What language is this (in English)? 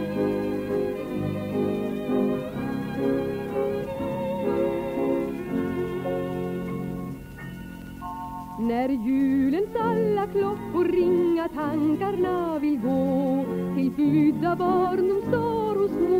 Swedish